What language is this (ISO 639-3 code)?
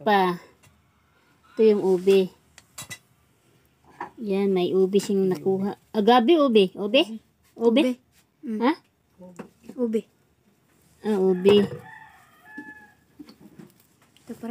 fil